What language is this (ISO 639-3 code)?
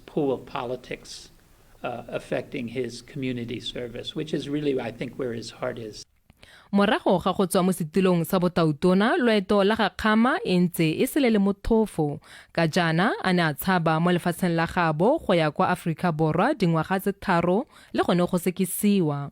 tsn